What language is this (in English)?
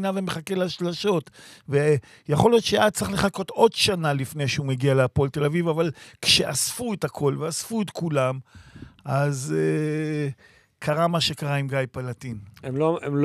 Hebrew